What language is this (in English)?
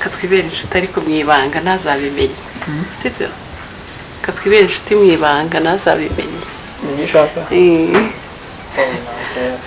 Kinyarwanda